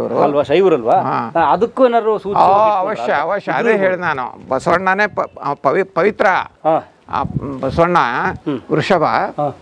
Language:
Kannada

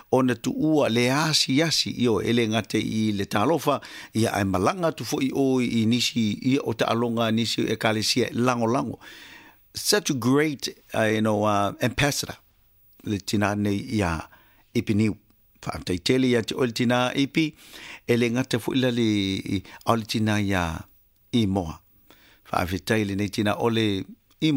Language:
Samoan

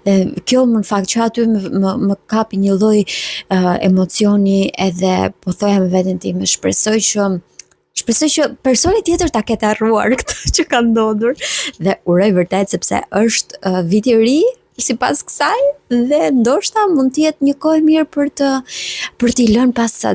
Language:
Albanian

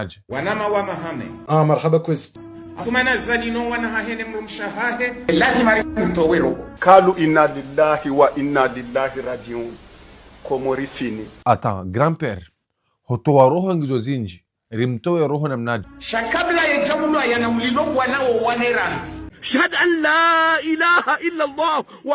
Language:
Ngazidja Comorian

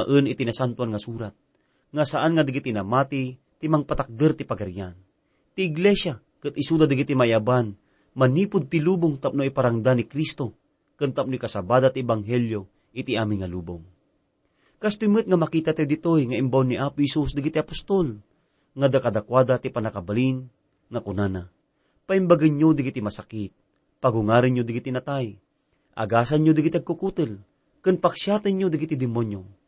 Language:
Iloko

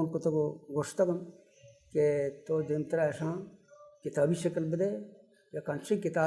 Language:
Baluchi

